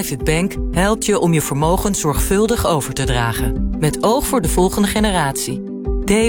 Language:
Dutch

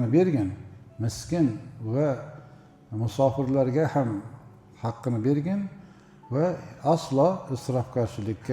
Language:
Uzbek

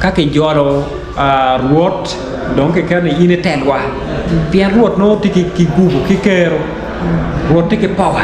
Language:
Acoli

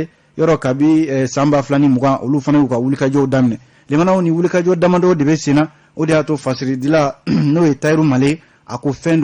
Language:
Bambara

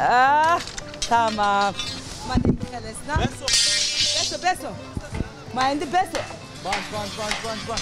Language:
Zaza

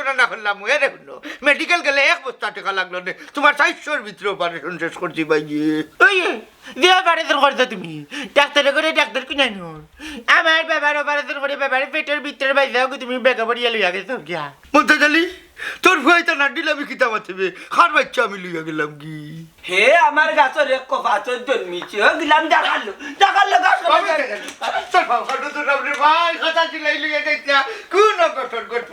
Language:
Sylheti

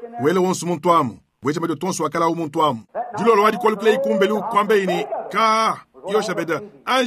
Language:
Luba-Lulua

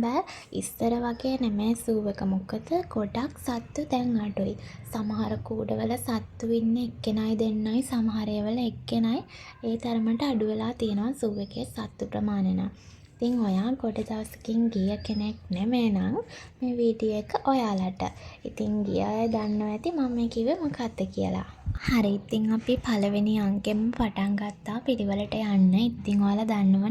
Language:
Sinhala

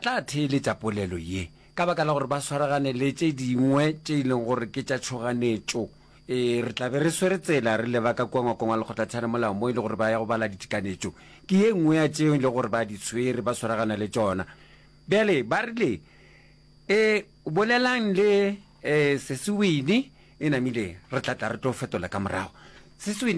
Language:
Northern Sotho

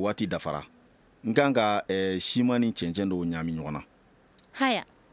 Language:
Bambara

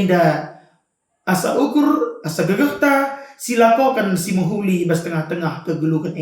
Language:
Batak Karo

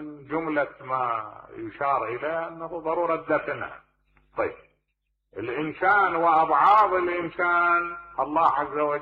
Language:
Mesopotamian Arabic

